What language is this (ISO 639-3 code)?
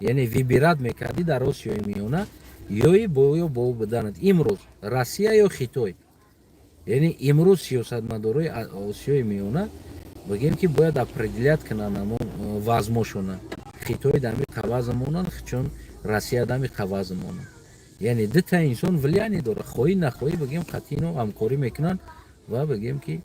tgk